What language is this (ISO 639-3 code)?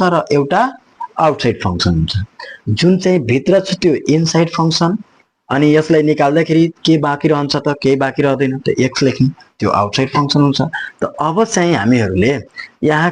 nep